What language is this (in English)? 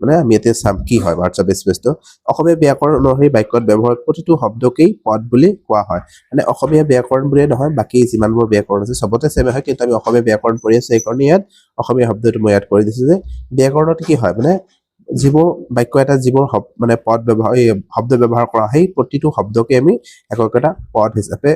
Assamese